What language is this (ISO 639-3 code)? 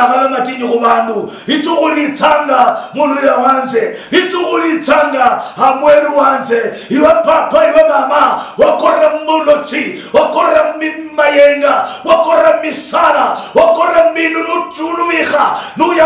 luy